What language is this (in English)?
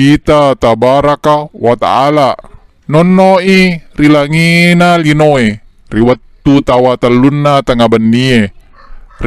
Buginese